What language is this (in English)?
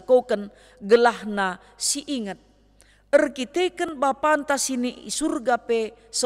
Batak Karo